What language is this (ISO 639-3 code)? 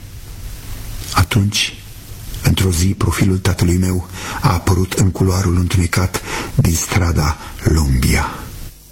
ron